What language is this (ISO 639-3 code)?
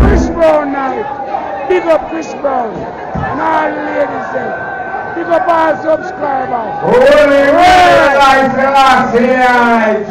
jam